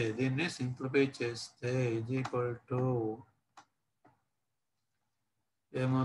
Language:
Telugu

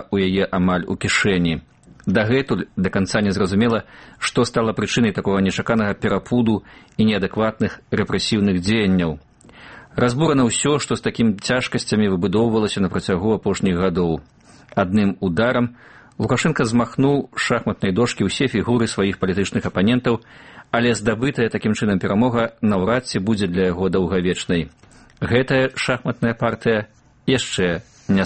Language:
Belarusian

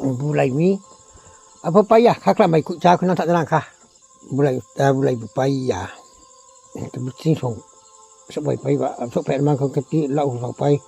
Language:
Riang (India)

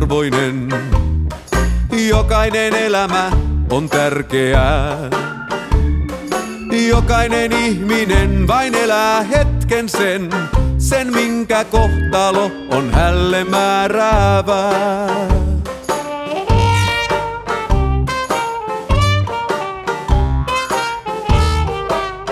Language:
Finnish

